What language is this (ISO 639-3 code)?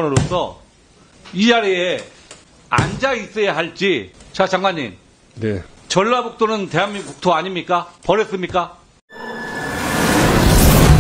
kor